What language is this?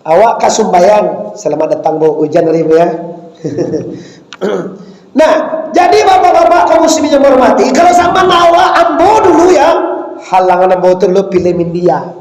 Minangkabau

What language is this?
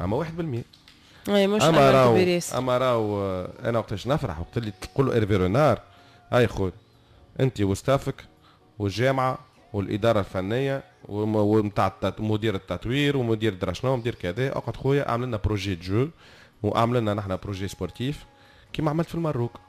Tunisian Arabic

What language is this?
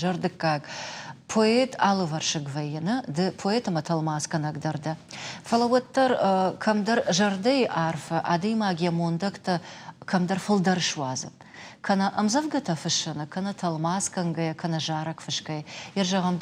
Ossetic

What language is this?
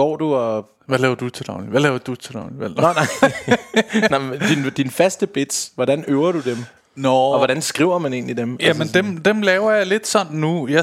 Danish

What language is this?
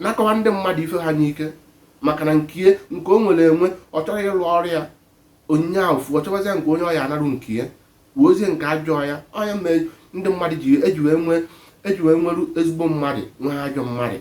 Igbo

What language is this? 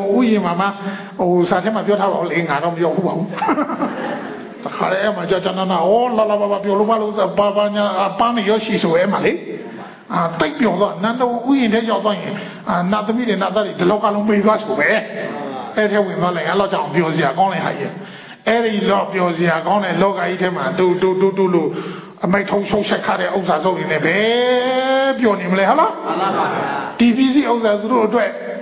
Burmese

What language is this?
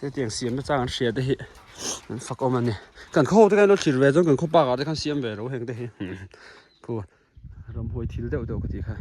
Mizo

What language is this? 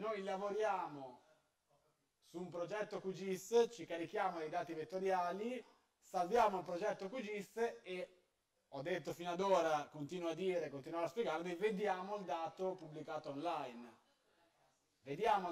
Italian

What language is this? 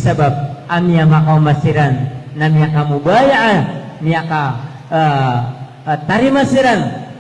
Maranao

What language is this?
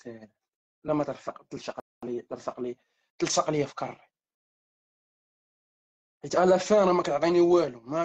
Moroccan Arabic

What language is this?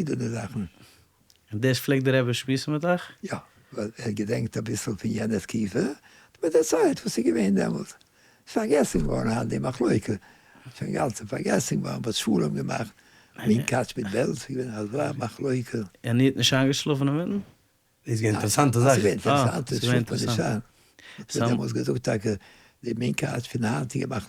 Yiddish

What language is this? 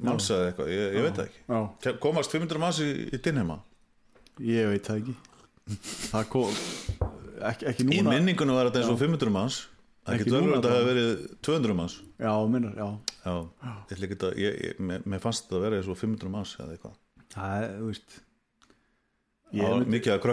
Icelandic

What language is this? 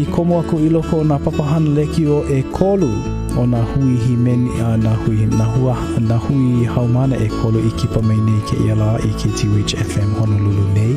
Hawaiian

